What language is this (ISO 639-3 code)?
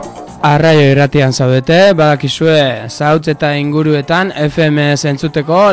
eus